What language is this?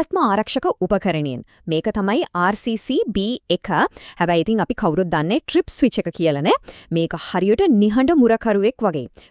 Sinhala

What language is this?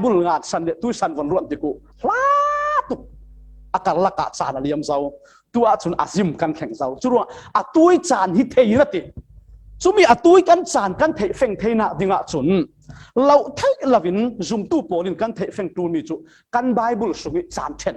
Falam Chin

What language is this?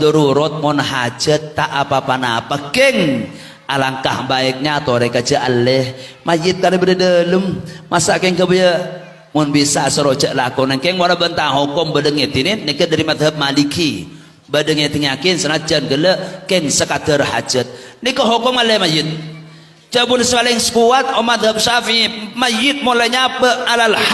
Madurese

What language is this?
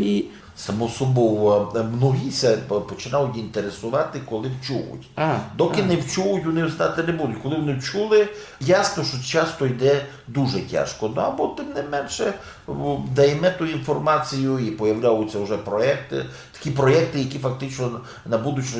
Rusyn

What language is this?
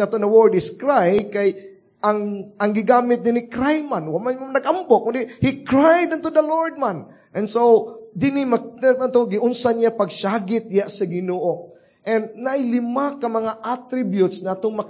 Cebuano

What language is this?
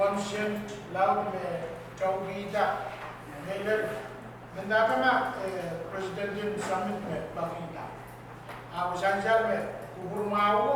Pohnpeian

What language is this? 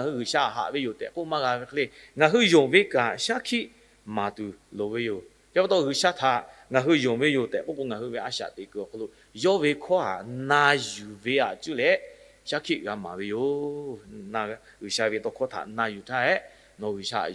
Lahu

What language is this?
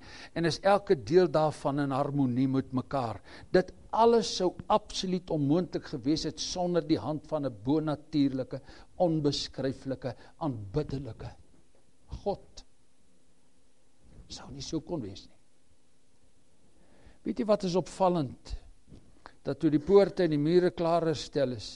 Afrikaans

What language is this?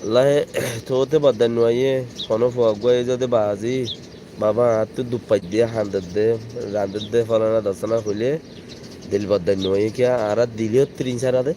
Rohingya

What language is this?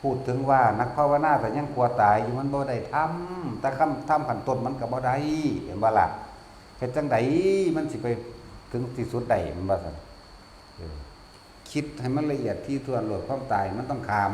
Northeastern Thai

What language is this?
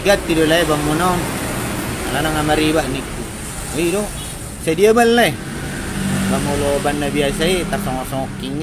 Batak Toba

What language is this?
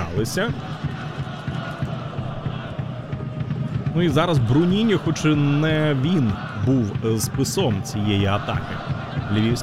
Ukrainian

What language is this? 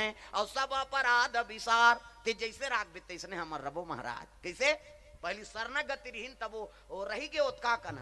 Chhattisgarhi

